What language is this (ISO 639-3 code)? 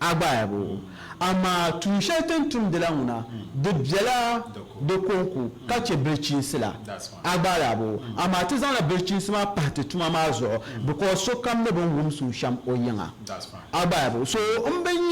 dag